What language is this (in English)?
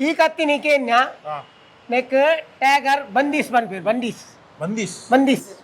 Tulu